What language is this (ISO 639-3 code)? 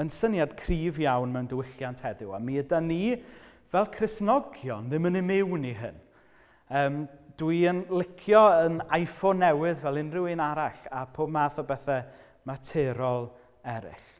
cym